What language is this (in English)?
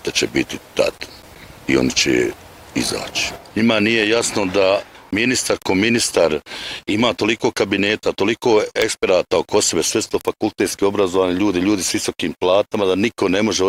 Bosnian